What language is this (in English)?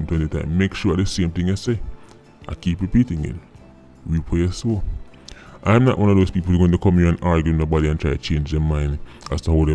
Jamaican Creole English